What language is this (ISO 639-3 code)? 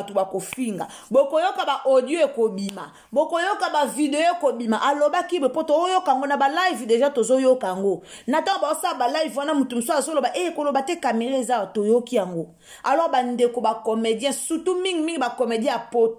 lin